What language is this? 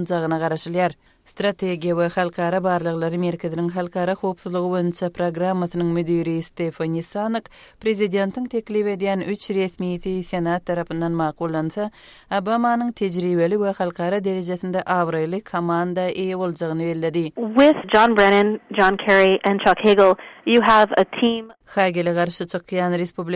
Kyrgyz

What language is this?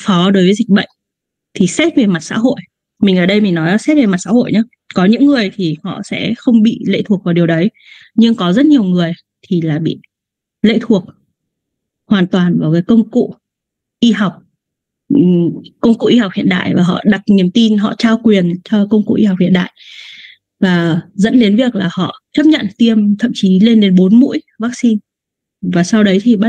Vietnamese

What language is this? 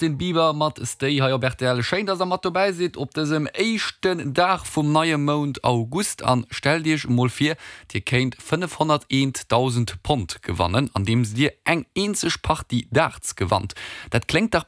Luxembourgish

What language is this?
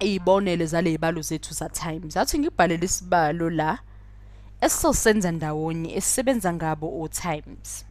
Zulu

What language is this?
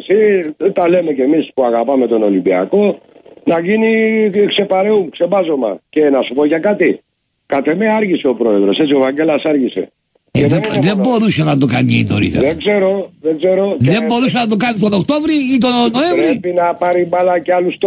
Greek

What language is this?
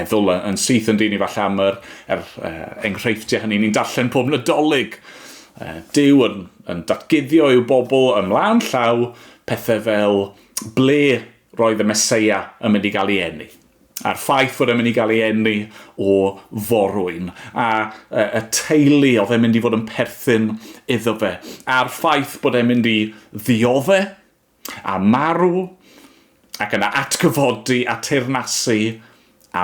Welsh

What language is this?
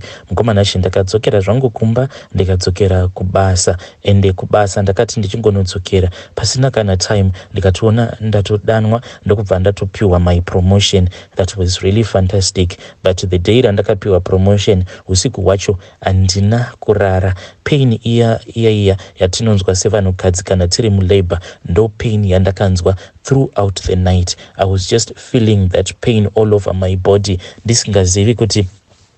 Shona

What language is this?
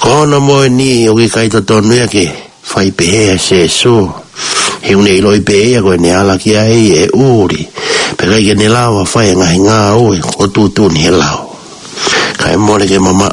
Tongan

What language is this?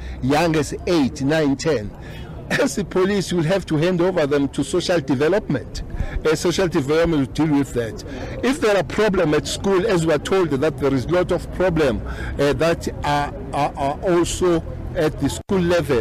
English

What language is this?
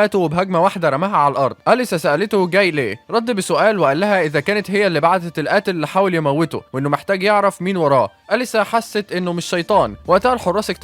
Egyptian Arabic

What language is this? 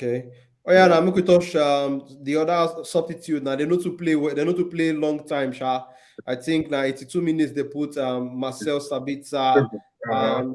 Nigerian Pidgin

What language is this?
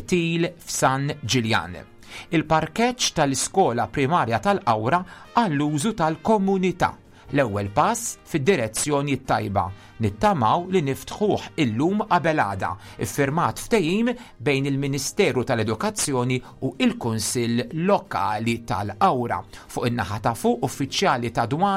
Maltese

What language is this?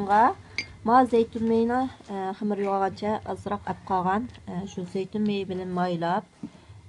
Uyghur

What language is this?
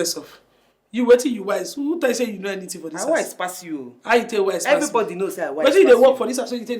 Nigerian Pidgin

